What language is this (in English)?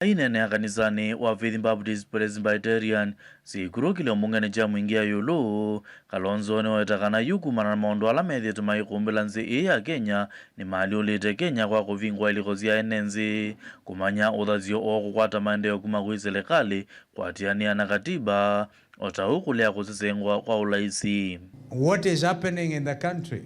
Kamba